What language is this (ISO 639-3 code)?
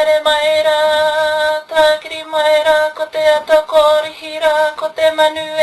mri